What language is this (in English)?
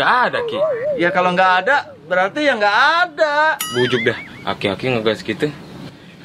Betawi